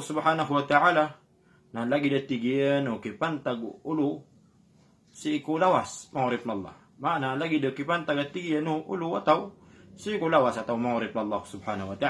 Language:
Maranao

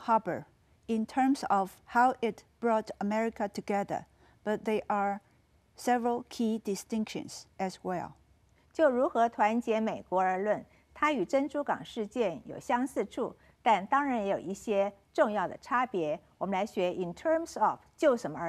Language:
Chinese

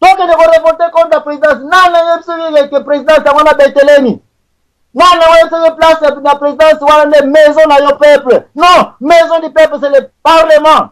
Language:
Lingala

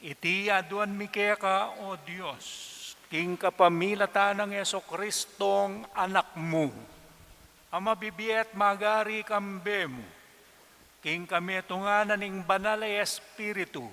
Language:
Pampanga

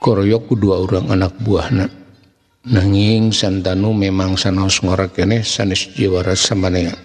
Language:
Sundanese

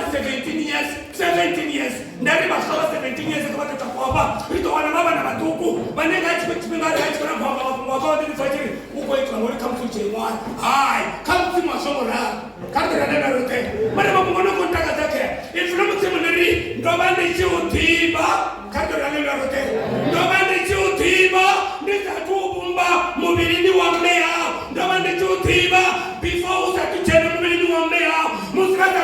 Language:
Venda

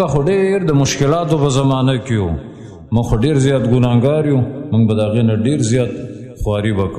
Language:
Pashto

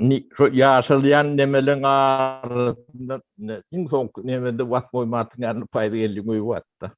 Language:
Turkmen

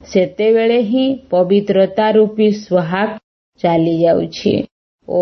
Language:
Odia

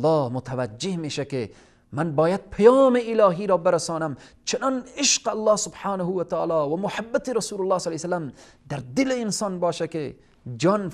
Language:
Persian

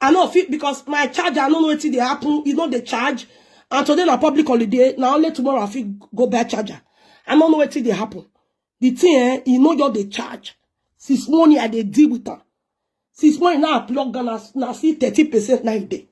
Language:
Nigerian Pidgin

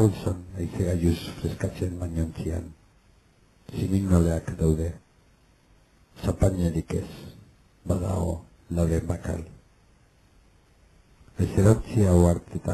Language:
Basque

